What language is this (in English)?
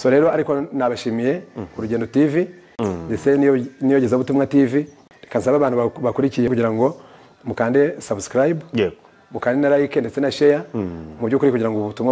Kinyarwanda